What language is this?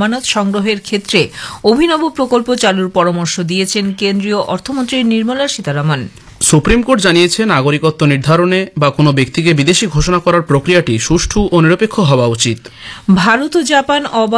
Bangla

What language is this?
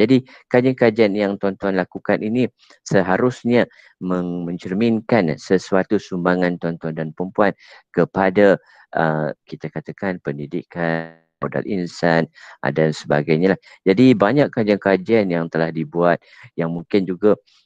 Malay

